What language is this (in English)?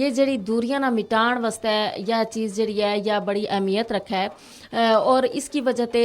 Gujari